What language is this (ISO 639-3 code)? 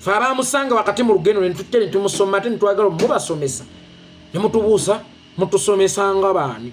lug